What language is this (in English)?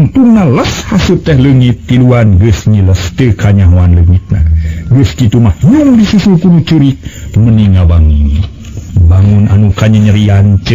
Sundanese